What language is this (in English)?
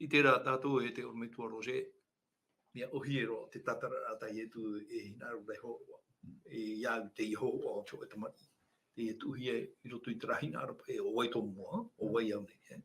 Tahitian